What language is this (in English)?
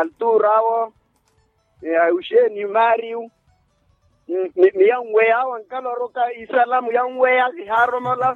Makhuwa